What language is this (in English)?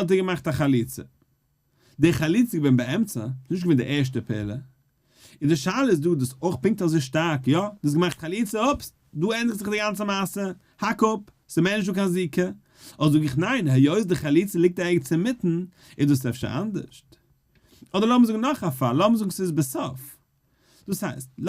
Yiddish